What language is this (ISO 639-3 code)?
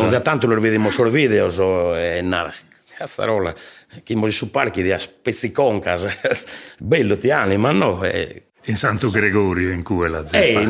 srd